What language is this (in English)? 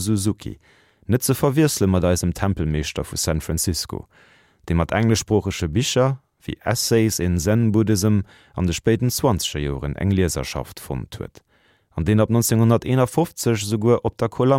Luxembourgish